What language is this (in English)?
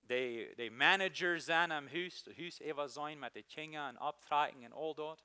Plautdietsch